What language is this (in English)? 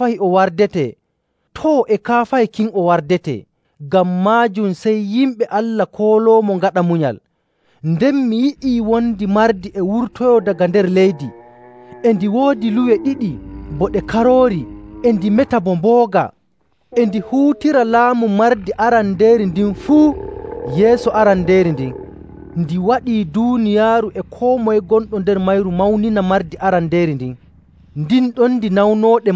Nigerian Fulfulde